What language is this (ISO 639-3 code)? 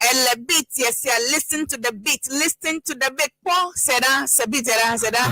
ewe